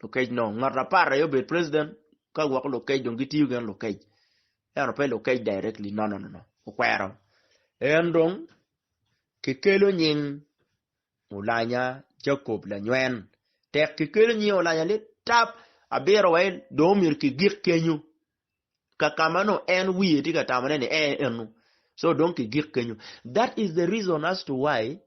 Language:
Acoli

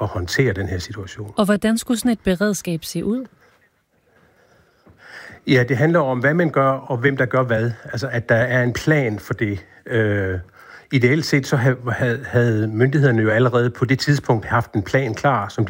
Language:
Danish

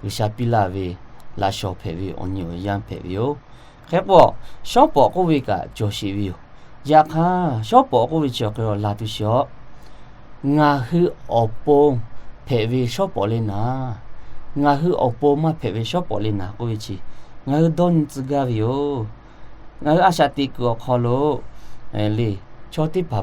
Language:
Lahu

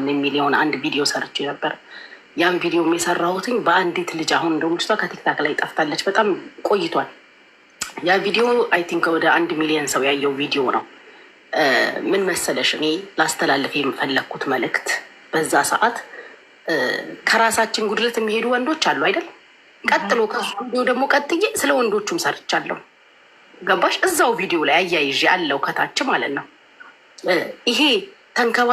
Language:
Amharic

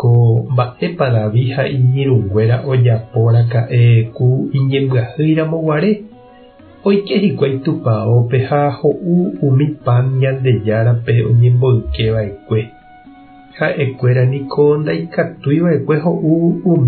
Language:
Guarani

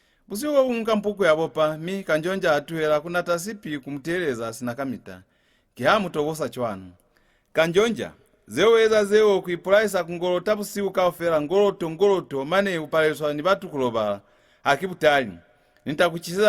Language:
Lozi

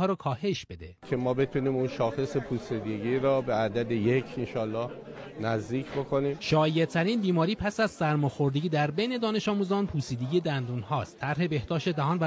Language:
Persian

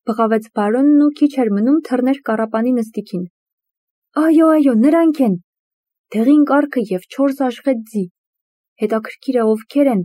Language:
Armenian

